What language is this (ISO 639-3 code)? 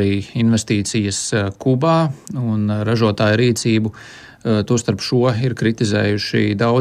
lav